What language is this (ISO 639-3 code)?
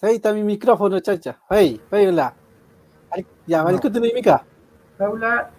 arn